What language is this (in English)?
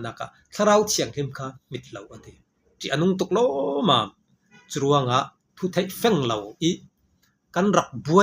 Falam Chin